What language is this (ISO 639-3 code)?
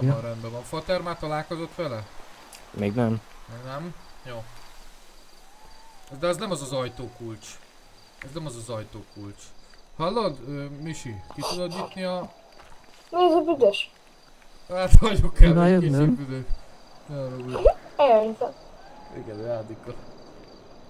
hun